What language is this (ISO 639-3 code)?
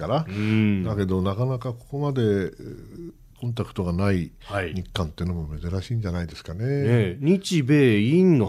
jpn